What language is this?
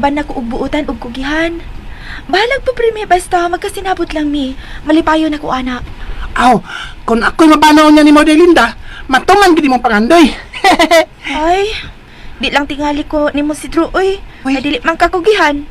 Cebuano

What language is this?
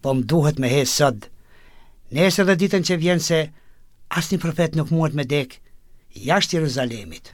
Albanian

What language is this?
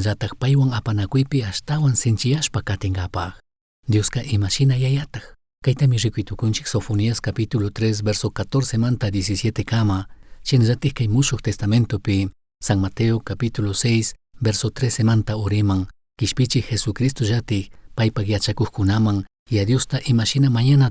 Chimborazo Highland Quichua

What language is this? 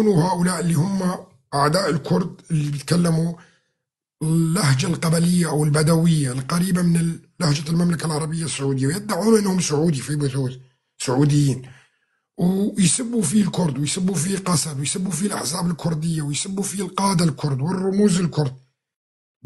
North Levantine Arabic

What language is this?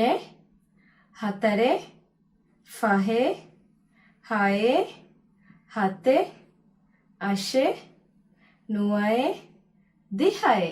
Divehi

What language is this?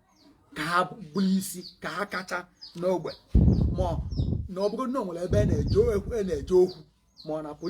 Igbo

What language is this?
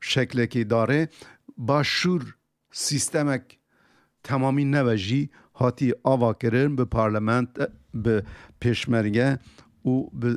Kurdish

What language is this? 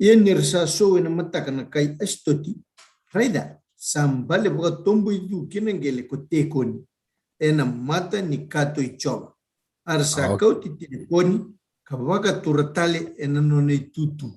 Fijian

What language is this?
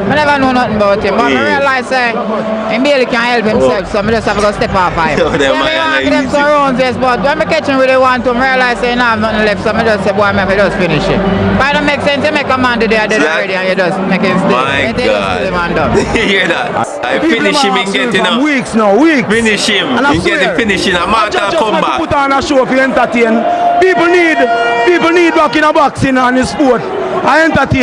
Jamaican Creole English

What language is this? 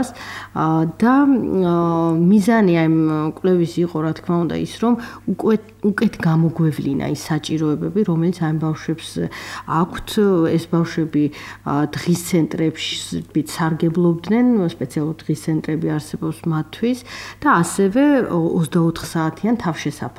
Georgian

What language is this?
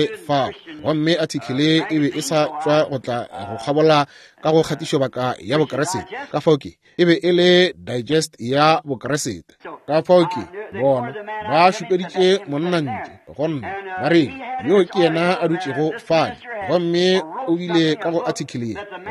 Northern Sotho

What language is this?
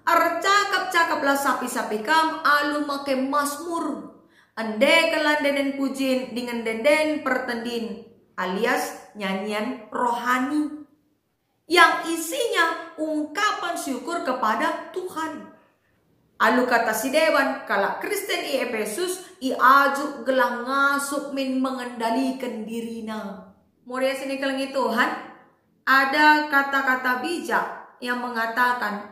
Batak Karo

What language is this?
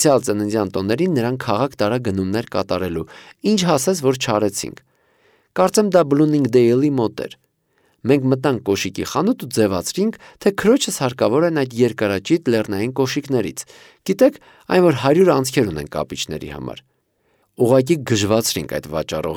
Armenian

